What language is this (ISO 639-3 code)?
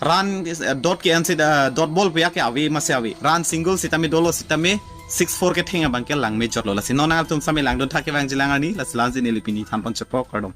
mjw